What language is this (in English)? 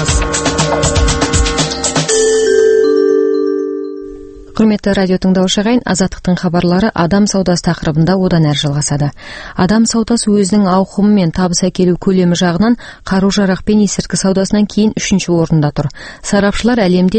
Kazakh